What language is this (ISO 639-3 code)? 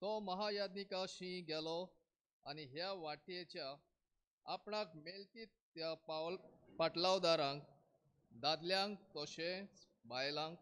kok